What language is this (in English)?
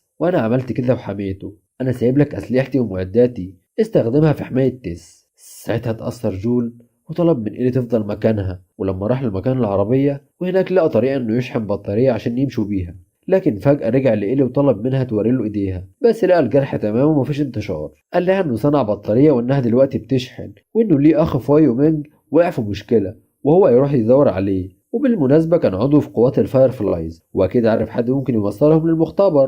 Egyptian Arabic